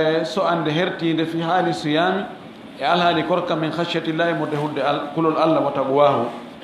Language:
Fula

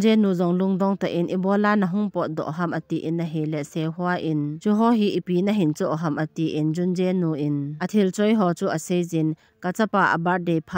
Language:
Thado Chin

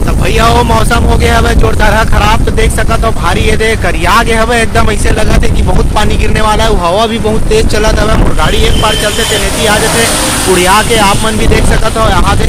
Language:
Chhattisgarhi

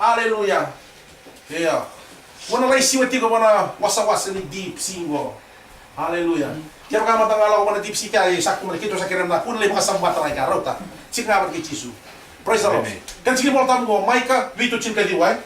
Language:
Fijian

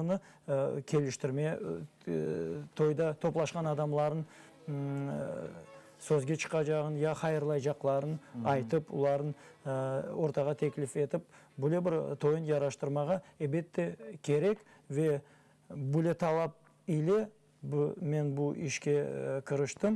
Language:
Crimean Tatar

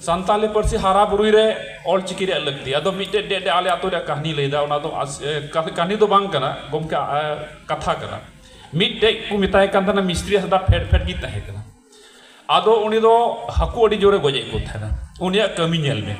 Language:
Santali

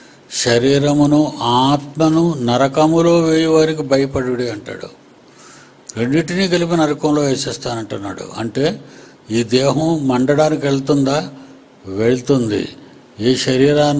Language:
Telugu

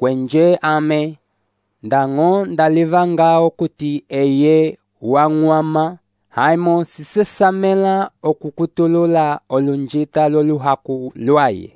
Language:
Umbundu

